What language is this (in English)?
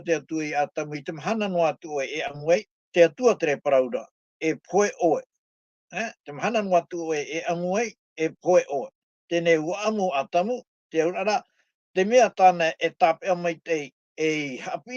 Tahitian